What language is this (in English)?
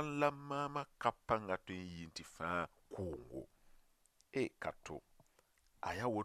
Mossi